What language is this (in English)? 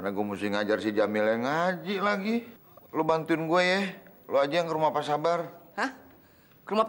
Betawi